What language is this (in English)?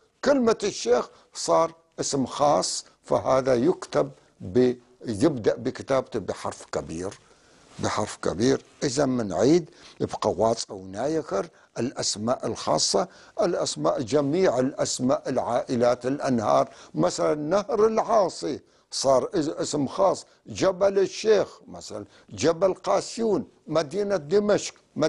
North Levantine Arabic